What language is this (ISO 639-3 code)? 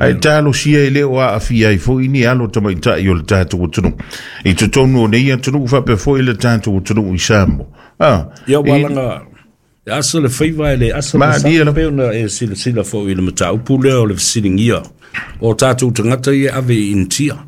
smo